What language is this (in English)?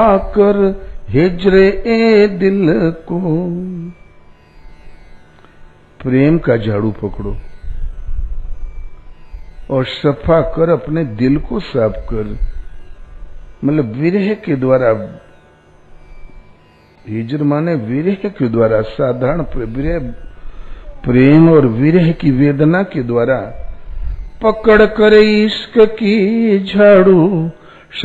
Hindi